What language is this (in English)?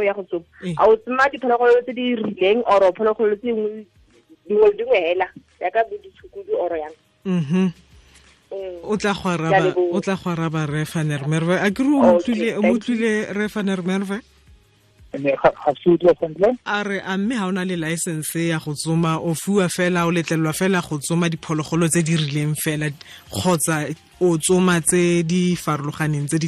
Tswana